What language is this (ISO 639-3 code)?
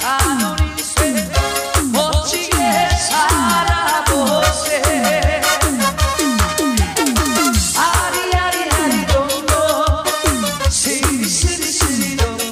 kor